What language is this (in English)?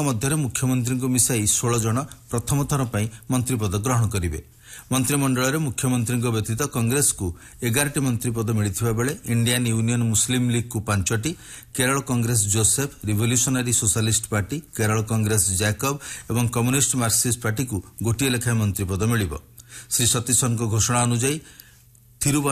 Odia